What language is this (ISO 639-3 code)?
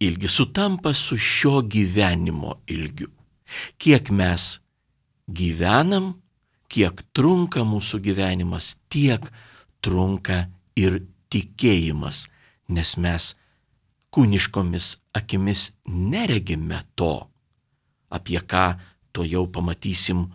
lit